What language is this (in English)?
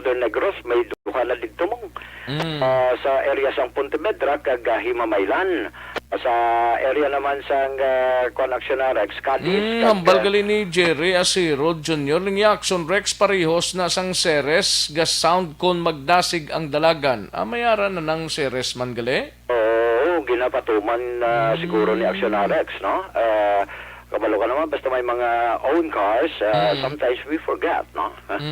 Hiligaynon